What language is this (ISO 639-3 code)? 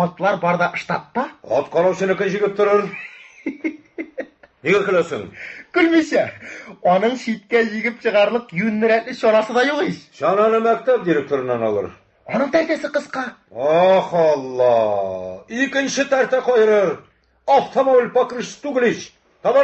tat